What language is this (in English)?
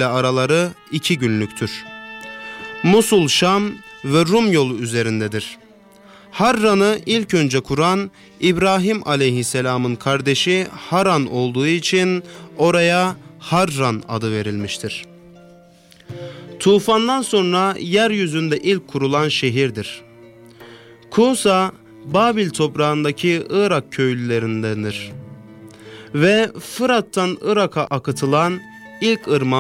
Turkish